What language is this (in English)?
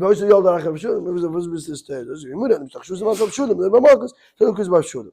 Yiddish